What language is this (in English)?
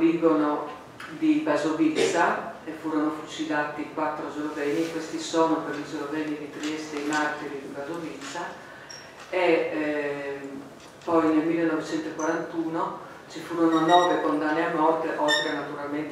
Italian